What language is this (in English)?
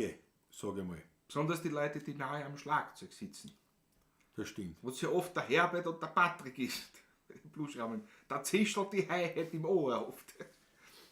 Bavarian